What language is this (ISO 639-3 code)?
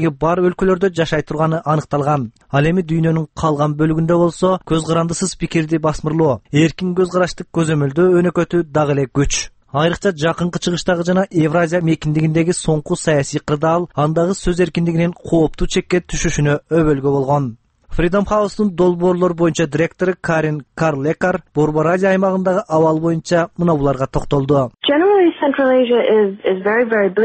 kir